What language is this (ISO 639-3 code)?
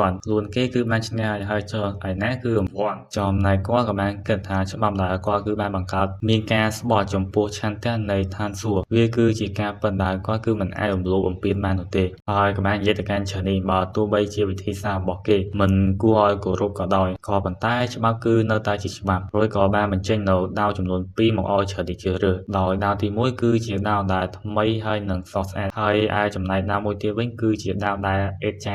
khm